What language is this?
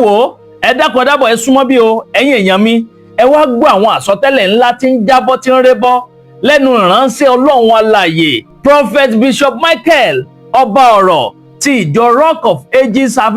Yoruba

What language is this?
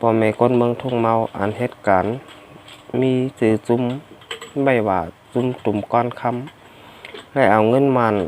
Shan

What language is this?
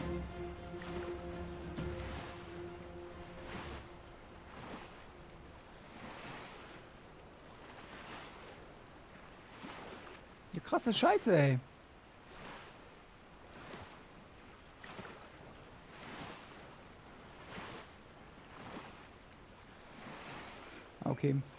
German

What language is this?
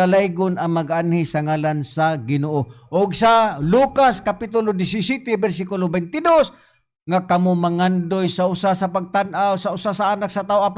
Cebuano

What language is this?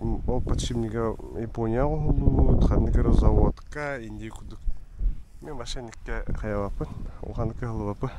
Yakut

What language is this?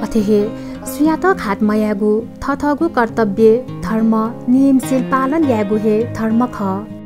Newari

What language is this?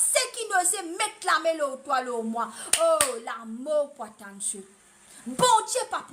Morisyen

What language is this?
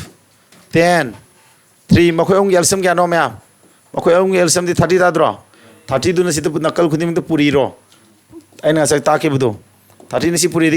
Manipuri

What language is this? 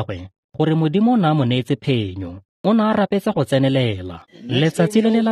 Tswana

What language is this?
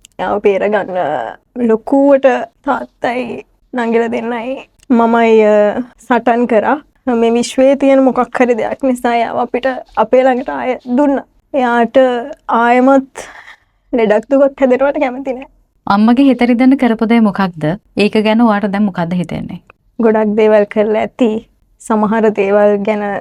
Sinhala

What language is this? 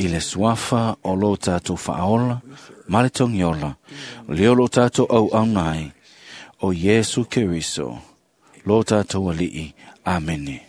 Samoan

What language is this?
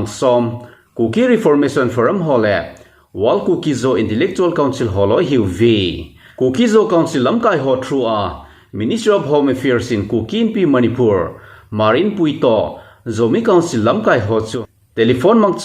Thado Chin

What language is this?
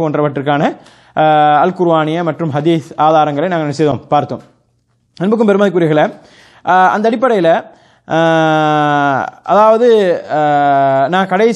Tamil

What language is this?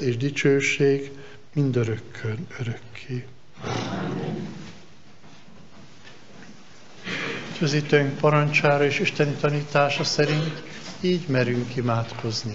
Hungarian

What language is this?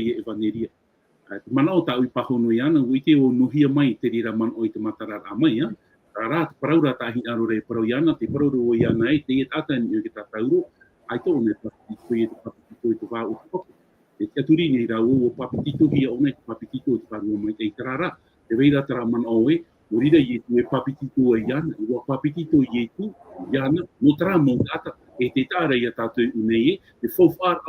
Tahitian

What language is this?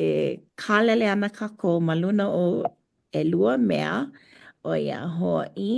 Hawaiian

